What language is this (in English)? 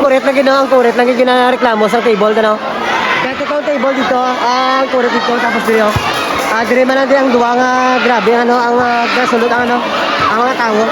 Hiligaynon